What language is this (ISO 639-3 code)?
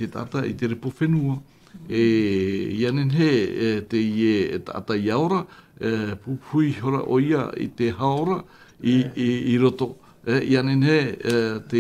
tah